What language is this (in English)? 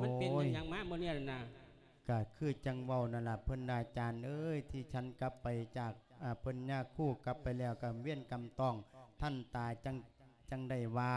Lao